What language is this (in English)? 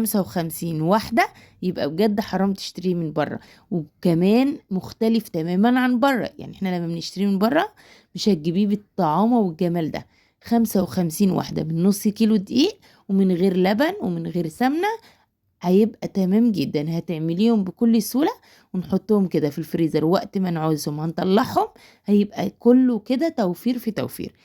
Egyptian Arabic